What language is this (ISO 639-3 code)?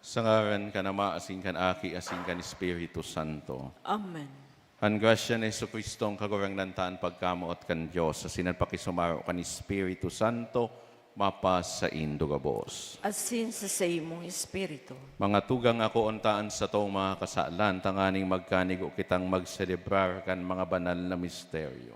bik